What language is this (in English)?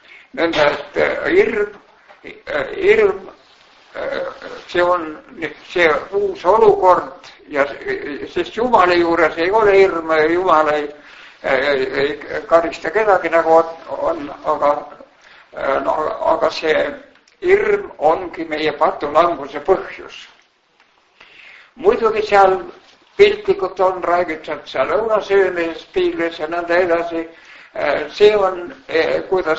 Estonian